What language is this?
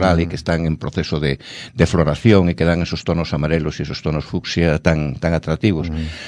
Galician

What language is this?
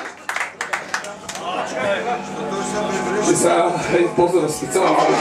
Bulgarian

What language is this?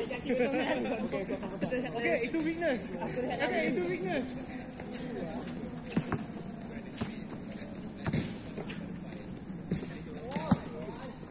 Malay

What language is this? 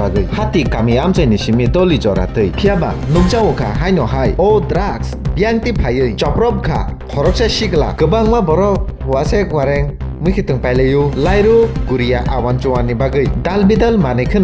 Kok Borok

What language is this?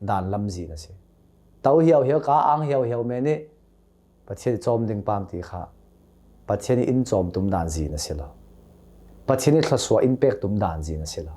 Hakha Chin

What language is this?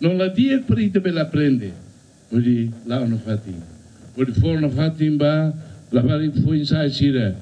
Tetum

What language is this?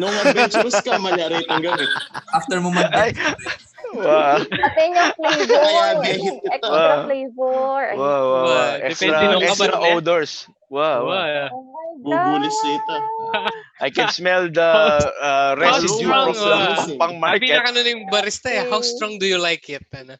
Pampanga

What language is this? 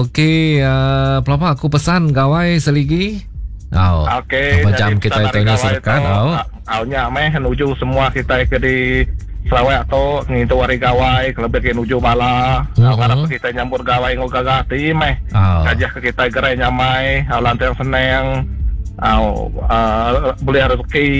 Iban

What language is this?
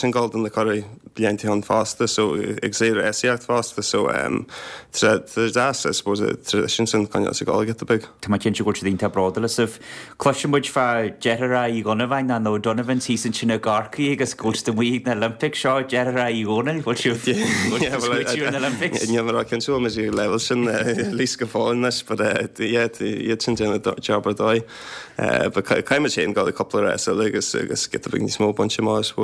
Irish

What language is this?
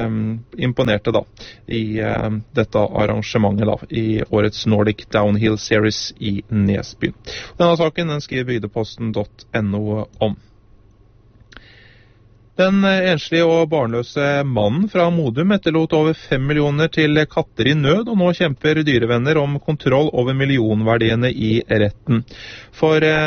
Norwegian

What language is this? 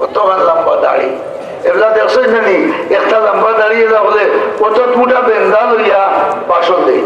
Sylheti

